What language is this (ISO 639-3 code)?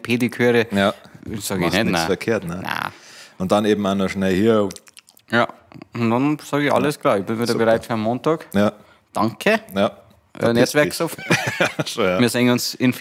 bar